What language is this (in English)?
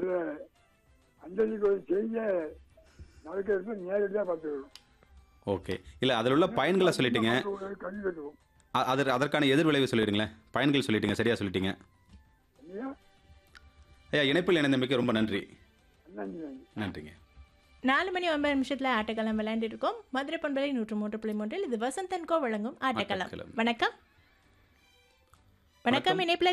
Tamil